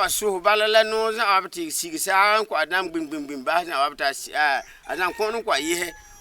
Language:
Frafra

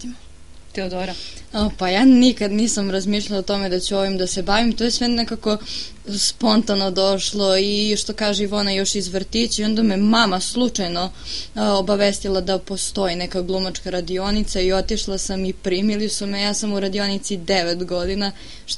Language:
Serbian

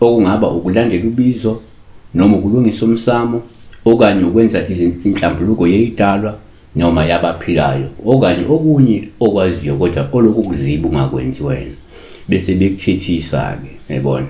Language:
Zulu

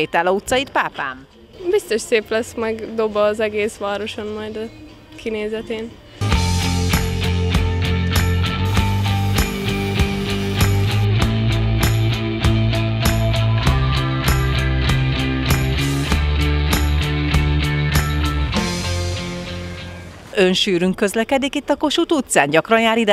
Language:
Hungarian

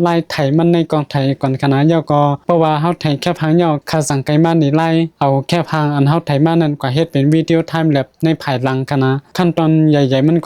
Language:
Shan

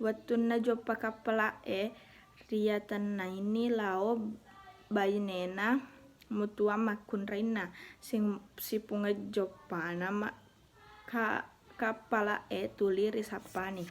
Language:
Buginese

